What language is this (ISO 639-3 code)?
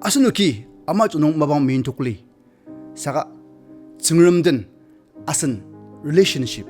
njo